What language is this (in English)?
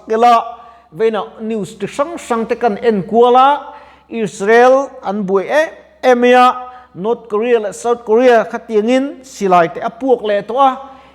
Mizo